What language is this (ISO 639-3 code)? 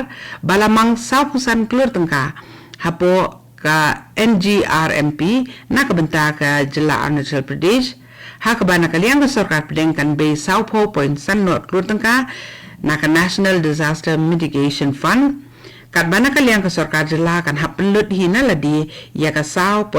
kha